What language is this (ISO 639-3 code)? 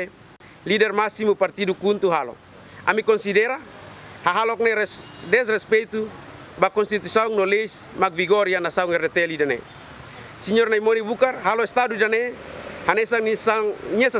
tet